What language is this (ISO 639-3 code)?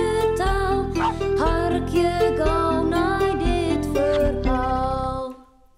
fry